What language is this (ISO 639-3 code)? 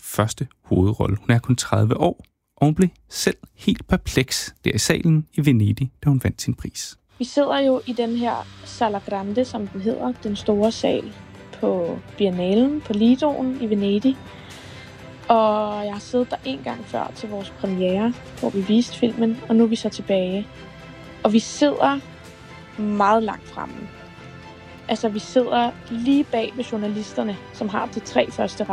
dan